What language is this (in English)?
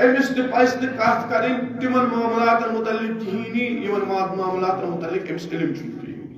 Kashmiri